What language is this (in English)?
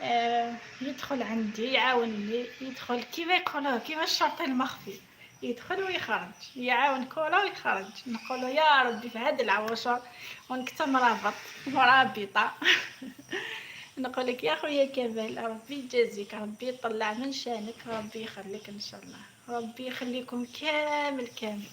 Algerian Arabic